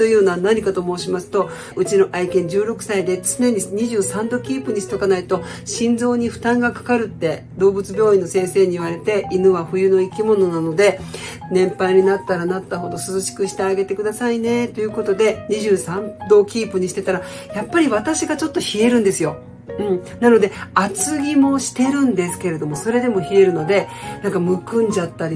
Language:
Japanese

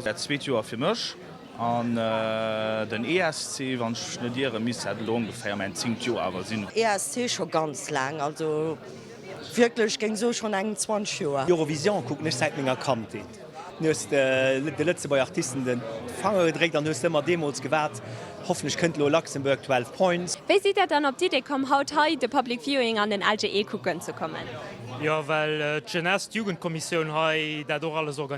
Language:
Luxembourgish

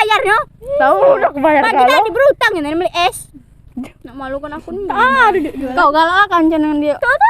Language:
Musi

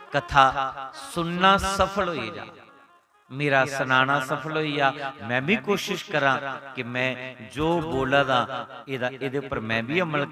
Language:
Dogri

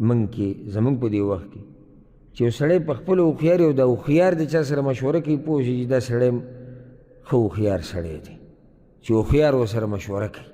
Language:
Pashto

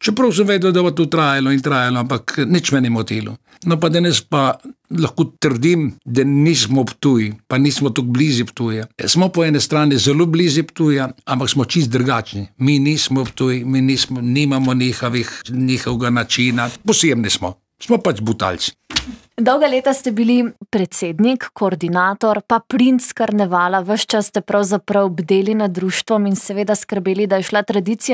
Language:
Slovenian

